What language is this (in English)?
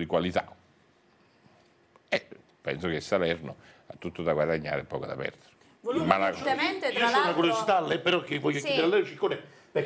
Italian